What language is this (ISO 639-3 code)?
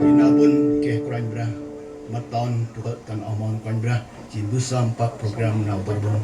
cmo